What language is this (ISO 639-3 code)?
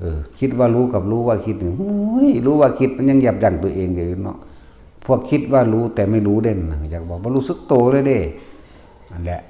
tts